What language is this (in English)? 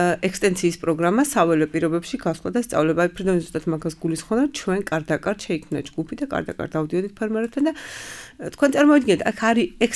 Georgian